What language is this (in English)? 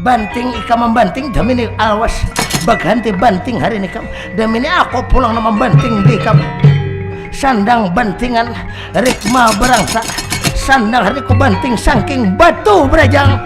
Banjar